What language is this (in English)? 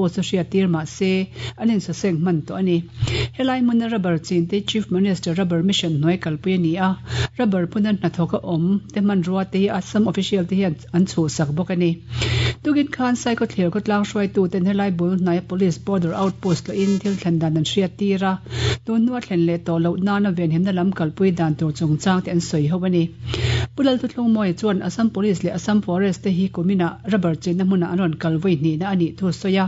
Mizo